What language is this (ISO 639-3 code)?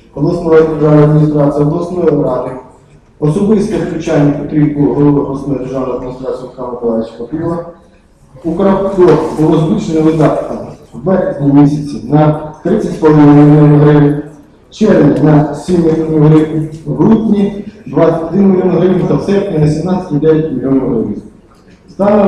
ukr